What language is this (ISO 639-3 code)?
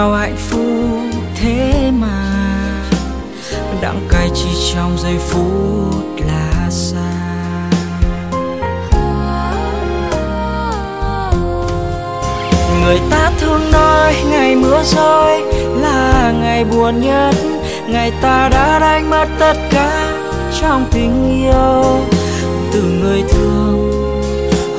vie